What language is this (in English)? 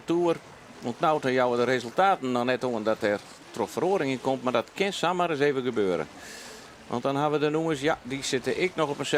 Western Frisian